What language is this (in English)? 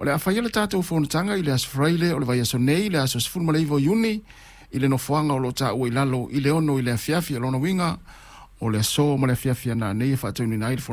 Samoan